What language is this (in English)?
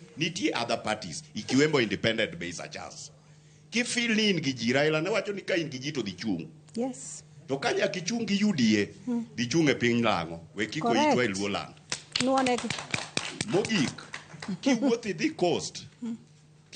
Luo (Kenya and Tanzania)